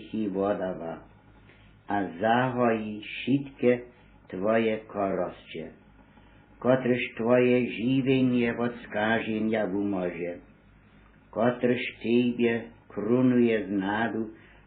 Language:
Upper Sorbian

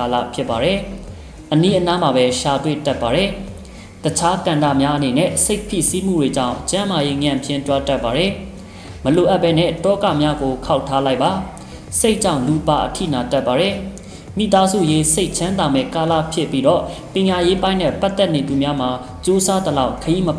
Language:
Burmese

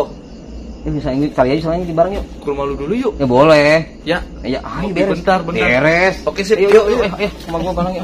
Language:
Betawi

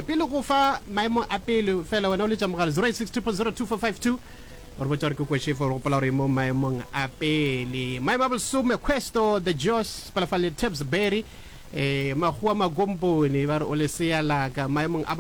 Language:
Northern Sotho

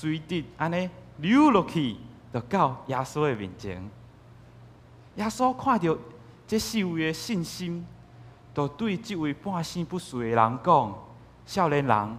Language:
Min Nan Chinese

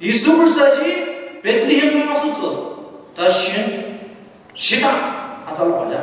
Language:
Ao Naga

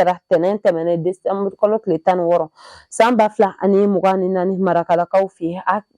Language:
Bambara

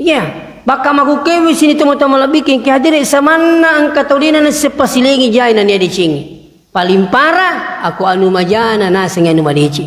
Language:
Buginese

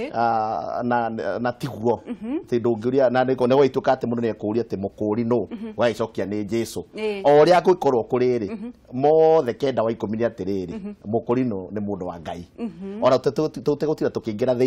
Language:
Kikuyu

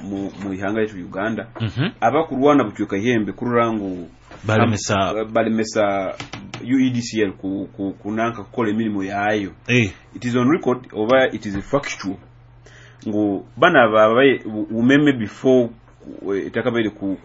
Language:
Nyoro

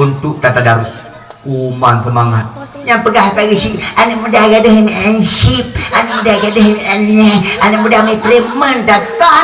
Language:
Achinese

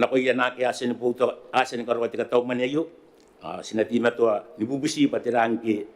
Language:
Gilbertese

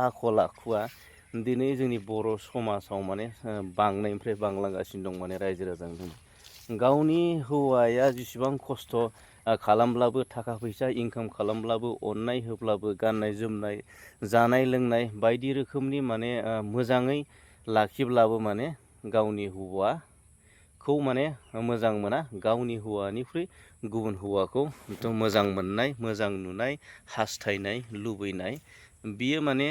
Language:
Bodo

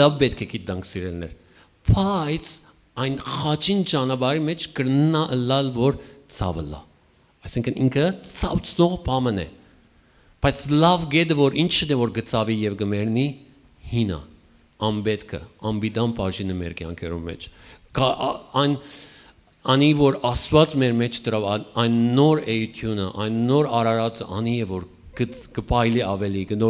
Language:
Western Armenian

